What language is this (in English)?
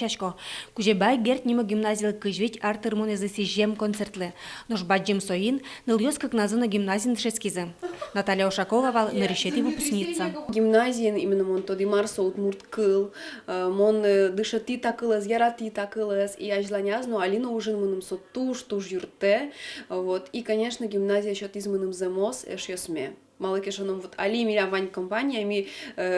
Udmurt